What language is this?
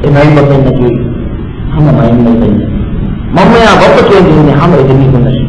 Divehi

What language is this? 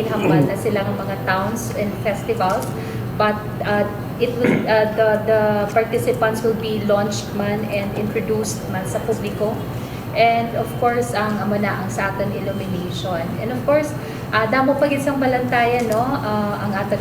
Hiligaynon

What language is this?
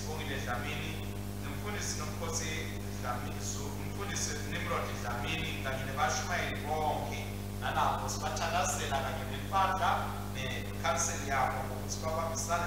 Swati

